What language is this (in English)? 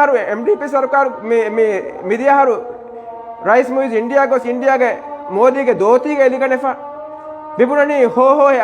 Divehi